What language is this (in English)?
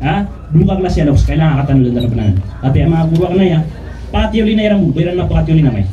Maranao